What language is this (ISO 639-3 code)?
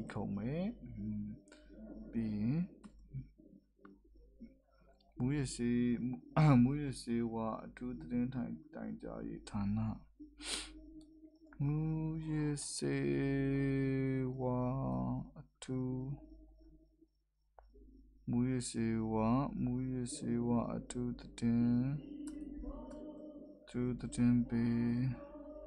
mya